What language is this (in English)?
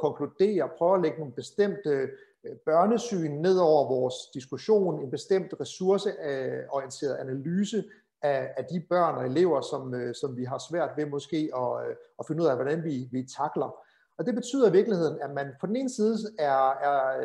Danish